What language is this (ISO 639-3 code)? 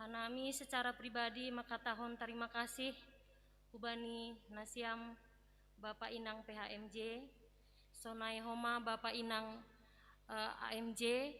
bts